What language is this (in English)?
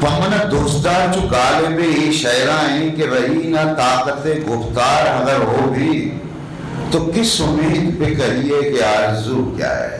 Eastern Balochi